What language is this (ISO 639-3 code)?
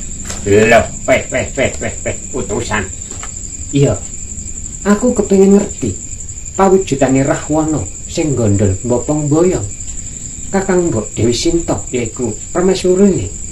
jav